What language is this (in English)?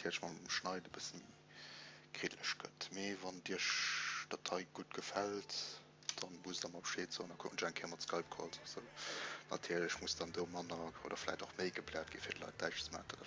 Luxembourgish